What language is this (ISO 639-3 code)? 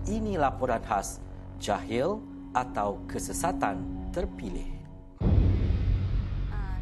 msa